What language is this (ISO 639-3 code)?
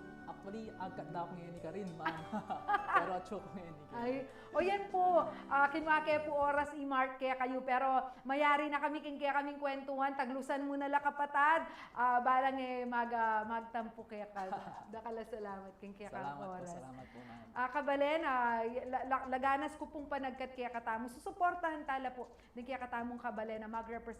pam